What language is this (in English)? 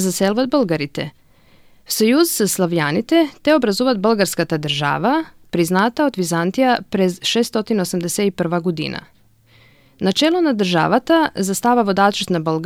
Macedonian